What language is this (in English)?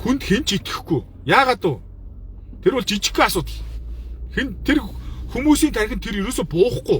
Mongolian